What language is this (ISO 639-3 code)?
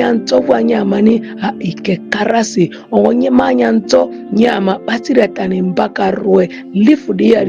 mhi